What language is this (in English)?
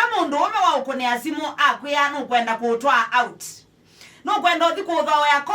Kamba